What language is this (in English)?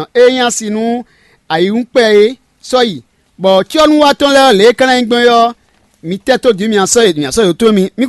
Fon